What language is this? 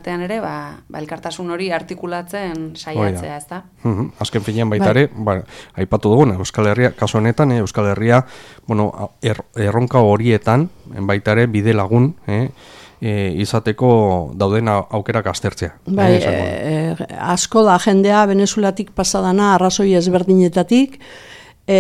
Basque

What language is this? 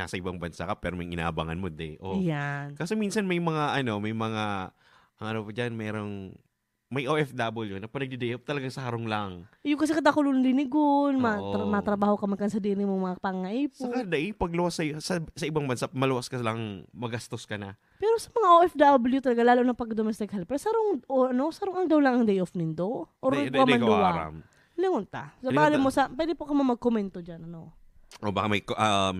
Bikol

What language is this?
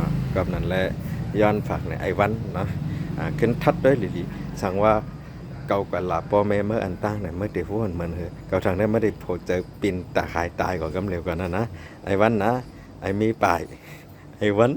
Shan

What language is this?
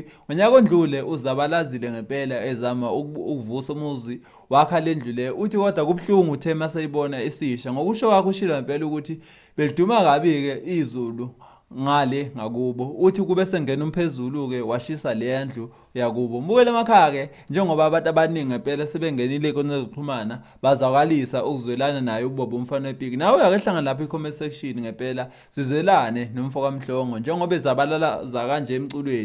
Zulu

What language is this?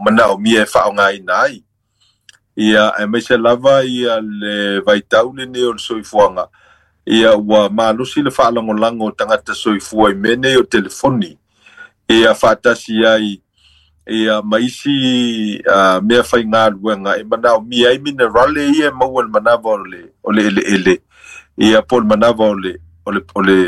Samoan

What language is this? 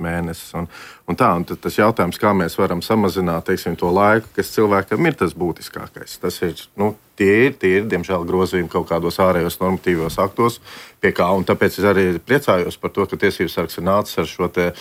Latvian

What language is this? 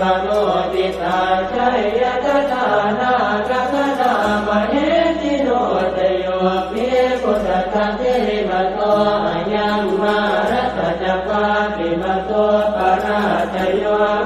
Pali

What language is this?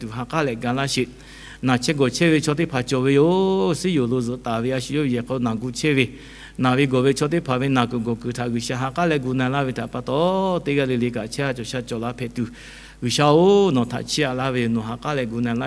Lahu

